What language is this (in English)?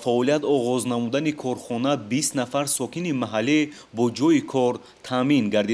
Tajik